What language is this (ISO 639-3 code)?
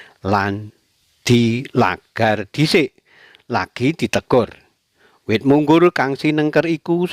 jav